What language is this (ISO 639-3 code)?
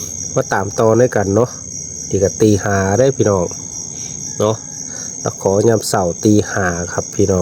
tts